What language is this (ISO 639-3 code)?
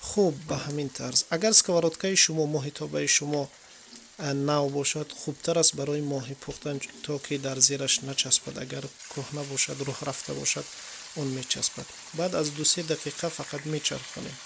tgk